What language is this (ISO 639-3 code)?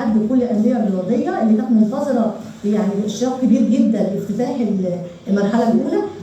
arz